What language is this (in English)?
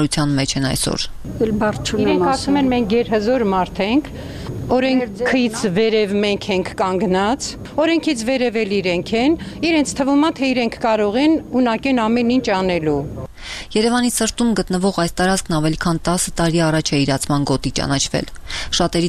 Armenian